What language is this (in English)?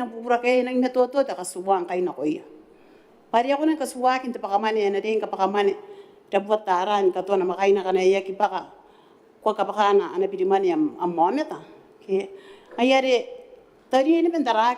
Gilbertese